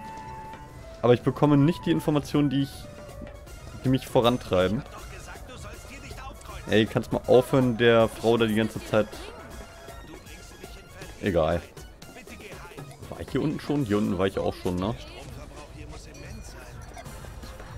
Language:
German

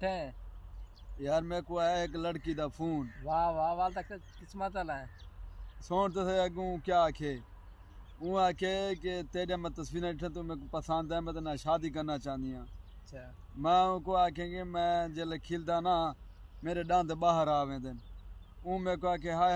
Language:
Saraiki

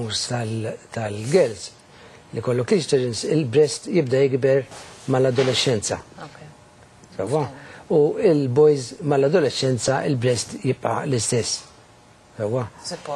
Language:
Maltese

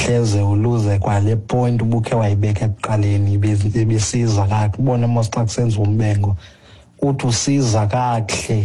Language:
Xhosa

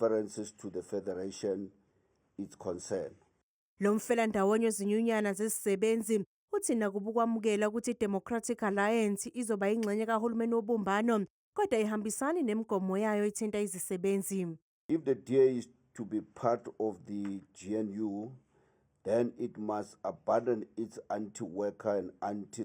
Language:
Zulu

